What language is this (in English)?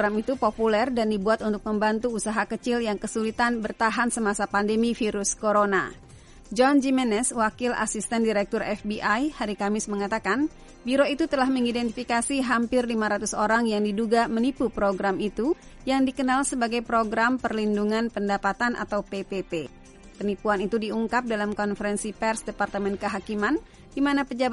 Indonesian